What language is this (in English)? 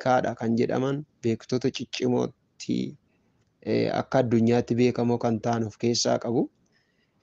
Oromo